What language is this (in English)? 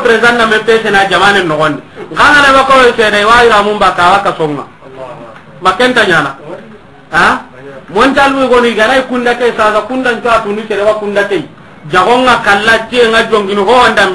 Soninke